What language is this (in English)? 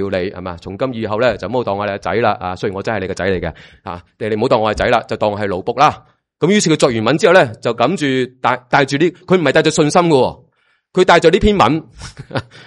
Cantonese